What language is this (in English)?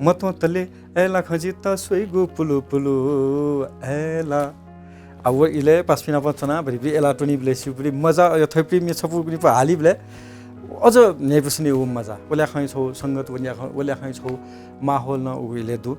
Newari